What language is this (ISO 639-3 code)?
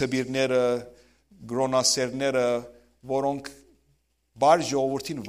hyw